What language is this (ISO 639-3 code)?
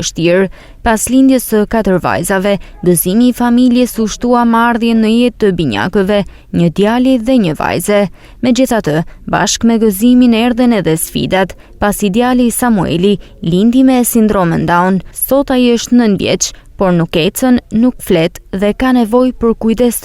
sqi